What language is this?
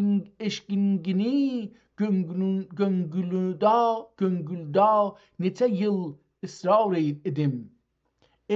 South Azerbaijani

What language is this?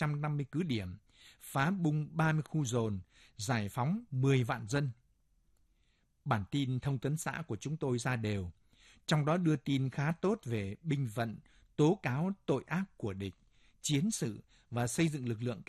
Vietnamese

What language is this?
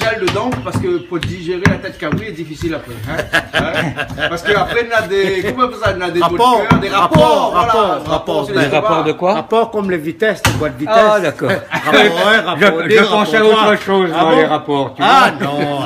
Réunion Creole French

